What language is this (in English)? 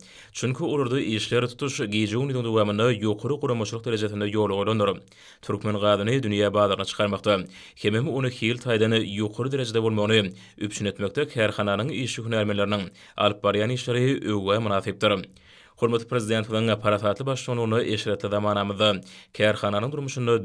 Turkmen